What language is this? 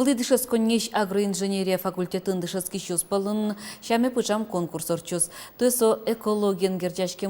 Udmurt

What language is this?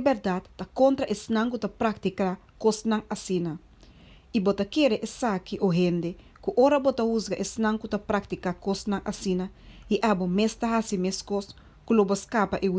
Papiamento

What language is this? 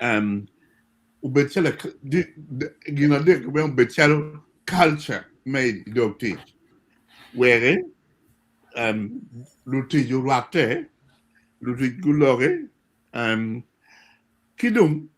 Acoli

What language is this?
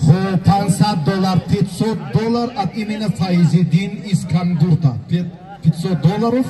Tajik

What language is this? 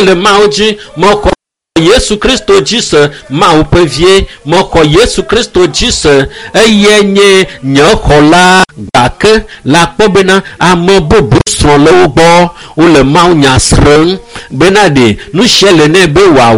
Ewe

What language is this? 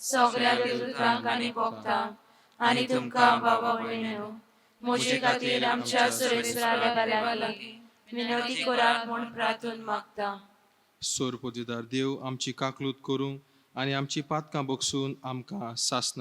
Konkani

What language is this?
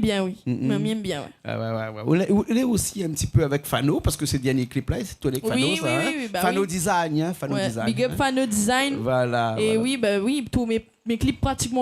Réunion Creole French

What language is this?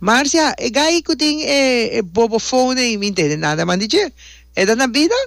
Papiamento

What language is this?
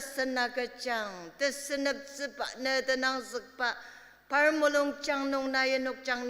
Ao Naga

